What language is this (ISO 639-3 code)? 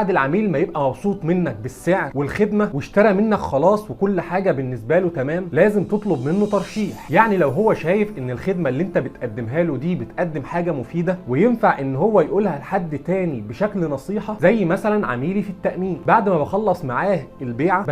arz